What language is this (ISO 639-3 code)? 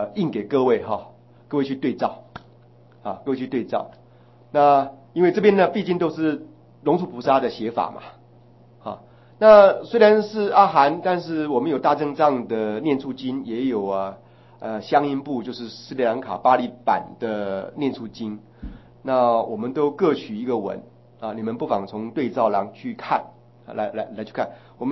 zho